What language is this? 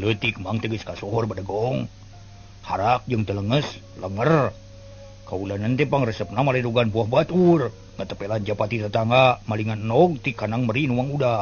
Sundanese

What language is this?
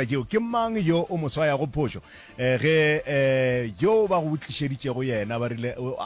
Northern Sotho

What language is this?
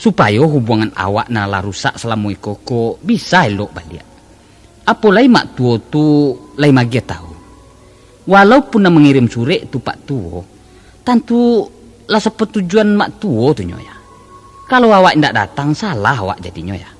Minangkabau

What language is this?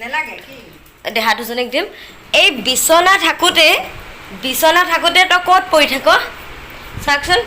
Assamese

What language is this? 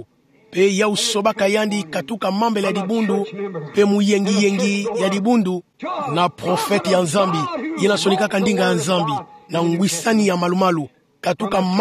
Kituba (Democratic Republic of Congo)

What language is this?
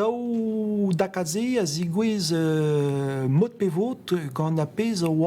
Breton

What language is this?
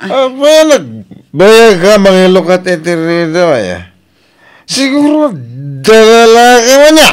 Iloko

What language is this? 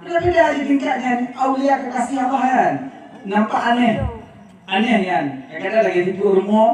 Achinese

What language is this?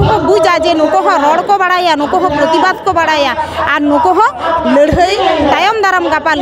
Santali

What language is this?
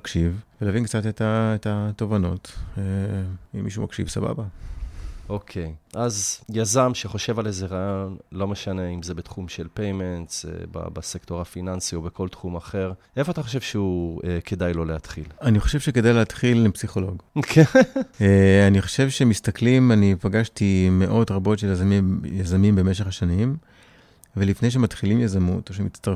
Hebrew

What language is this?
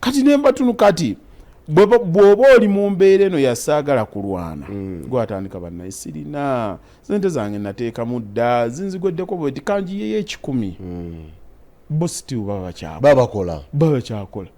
Ganda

